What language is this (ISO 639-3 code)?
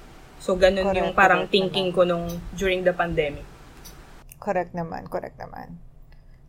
fil